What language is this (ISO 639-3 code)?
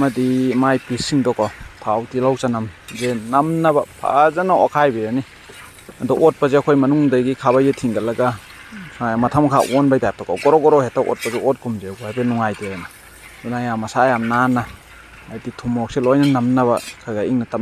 mni